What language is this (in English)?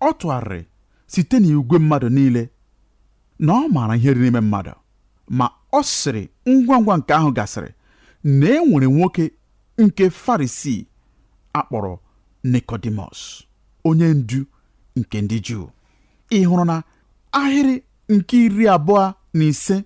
Igbo